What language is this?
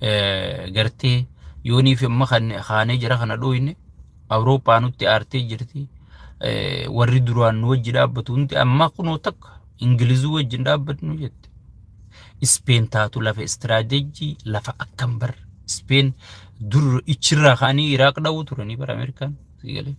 Oromo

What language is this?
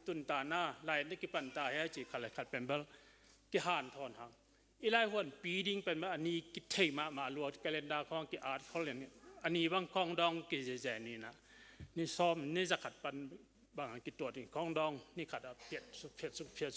Tedim Chin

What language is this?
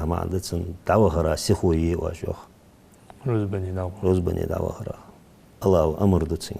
Ingush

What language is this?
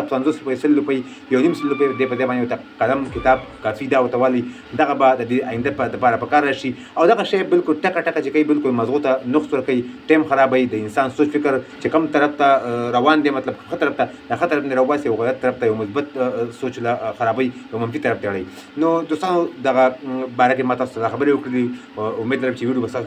Pashto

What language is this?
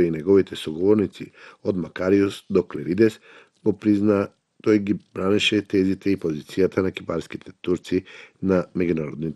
Macedonian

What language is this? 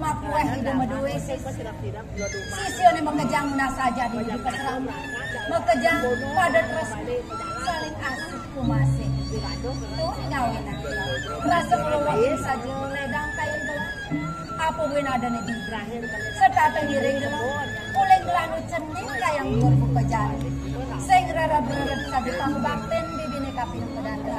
Balinese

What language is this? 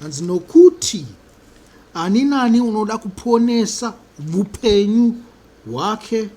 Shona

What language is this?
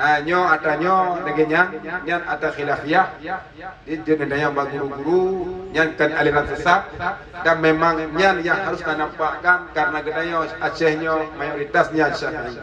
Achinese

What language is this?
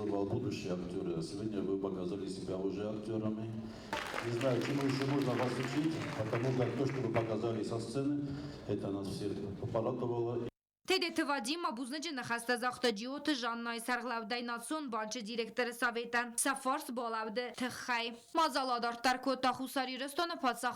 Ossetic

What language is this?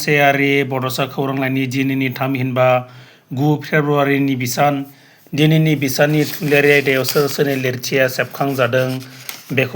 Bodo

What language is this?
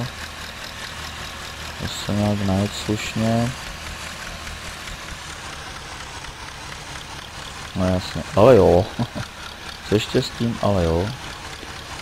Czech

